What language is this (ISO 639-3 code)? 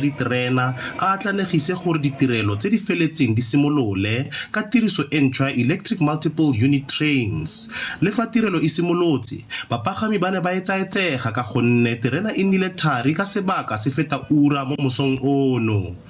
tsn